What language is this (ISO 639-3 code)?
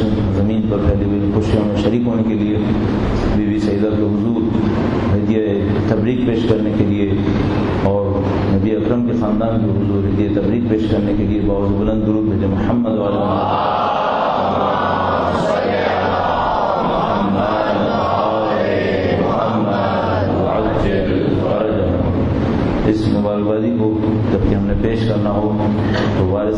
urd